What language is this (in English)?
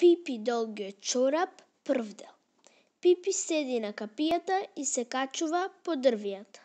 Macedonian